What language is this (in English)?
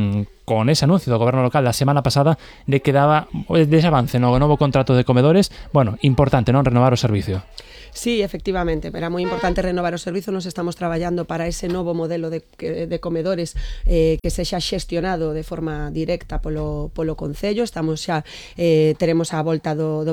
Galician